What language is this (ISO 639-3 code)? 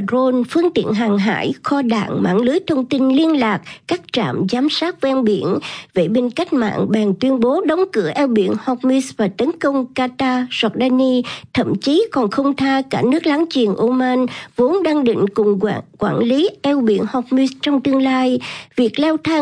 vie